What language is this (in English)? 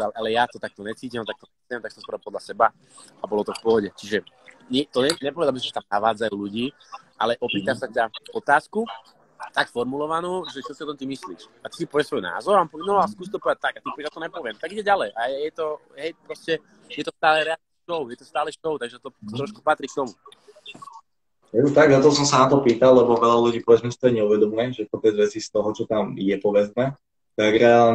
Slovak